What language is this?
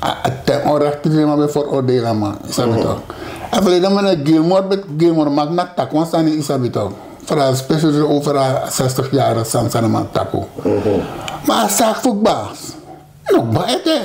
Sranan Tongo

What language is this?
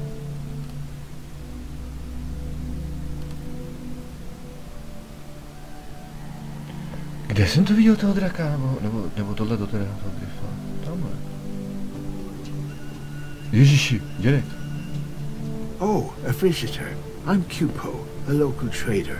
Czech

